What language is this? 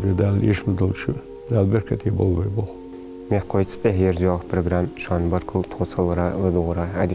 Ingush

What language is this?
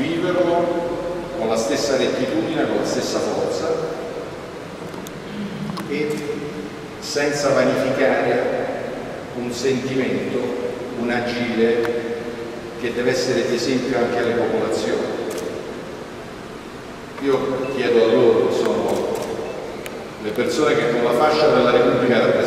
Italian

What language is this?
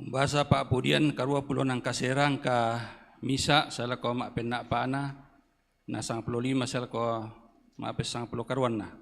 Toraja-Sa'dan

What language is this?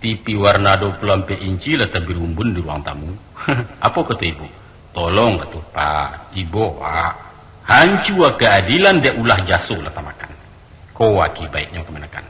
Minangkabau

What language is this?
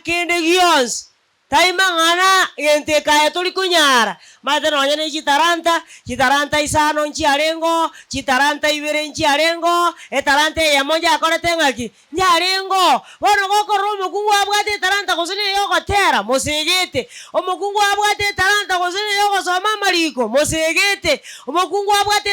Gusii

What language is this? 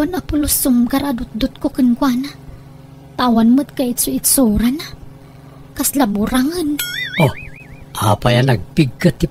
Iloko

